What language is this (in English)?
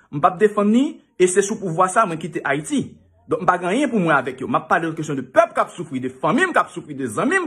Haitian Creole